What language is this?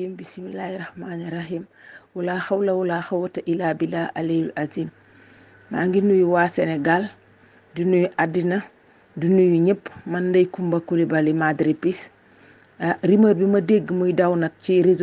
Wolof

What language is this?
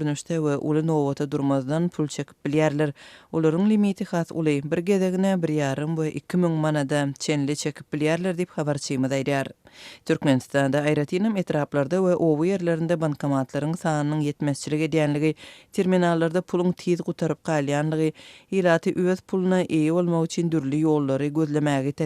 Turkmen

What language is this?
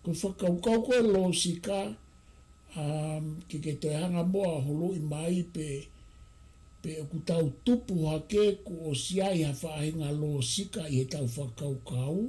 Tongan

